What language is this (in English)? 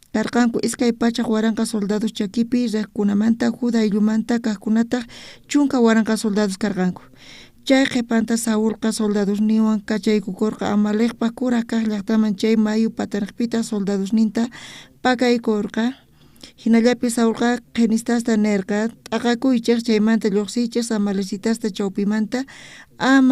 South Bolivian Quechua